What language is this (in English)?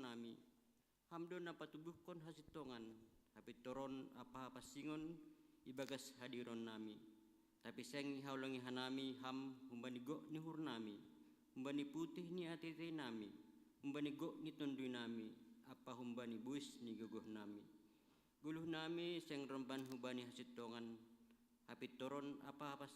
Batak Simalungun